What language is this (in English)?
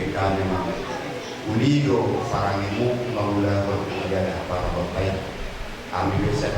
Batak Toba